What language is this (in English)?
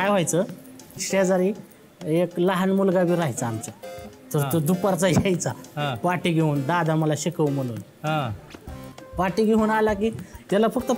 Marathi